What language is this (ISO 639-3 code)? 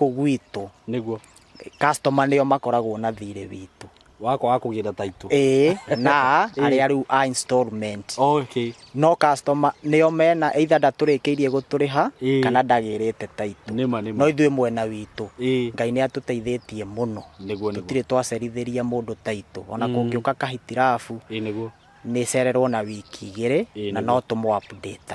kik